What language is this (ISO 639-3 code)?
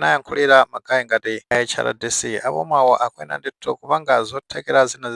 nya